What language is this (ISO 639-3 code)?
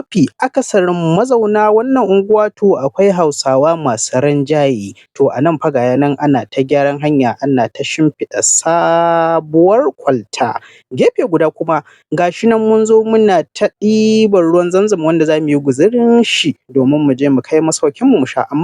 hau